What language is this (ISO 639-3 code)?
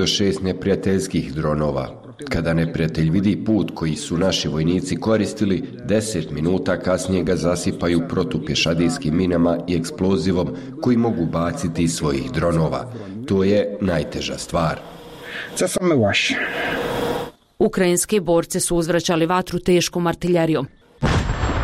bos